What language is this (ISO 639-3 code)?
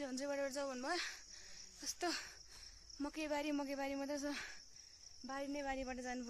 nep